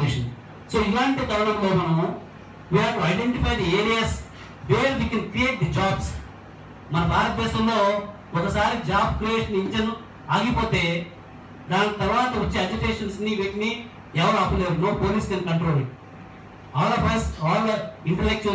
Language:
Telugu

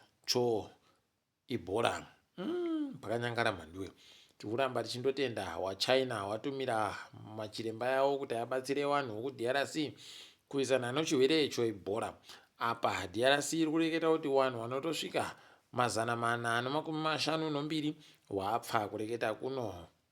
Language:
Ndau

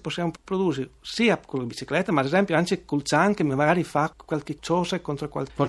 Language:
Friulian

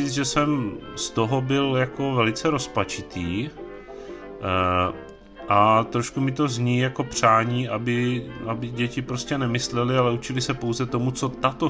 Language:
Czech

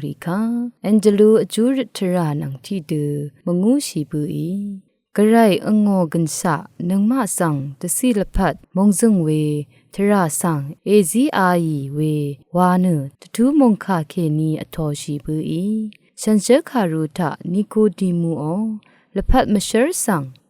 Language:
Rawang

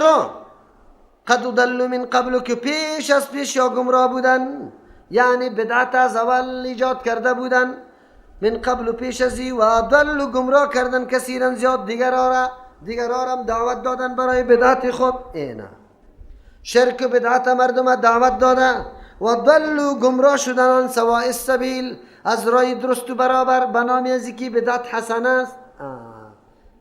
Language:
Persian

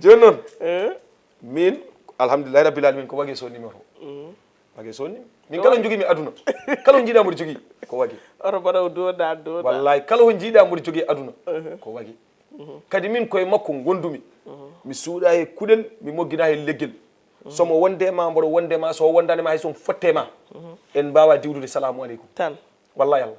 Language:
Fula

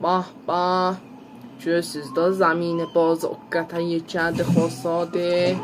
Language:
South Azerbaijani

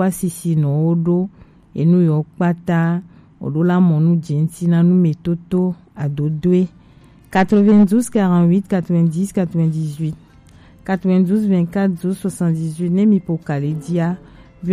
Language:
Gen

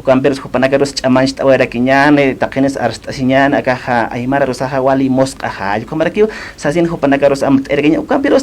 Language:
Aymara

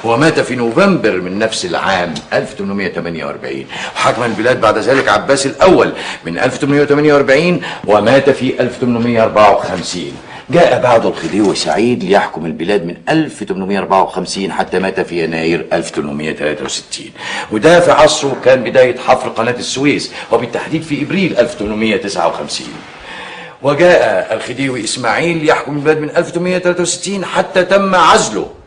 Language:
Egyptian Arabic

